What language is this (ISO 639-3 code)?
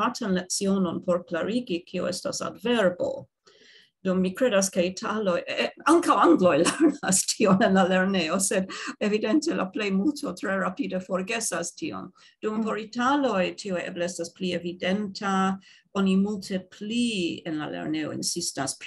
epo